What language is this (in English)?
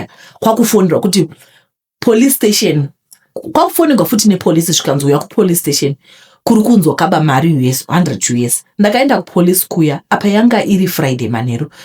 Shona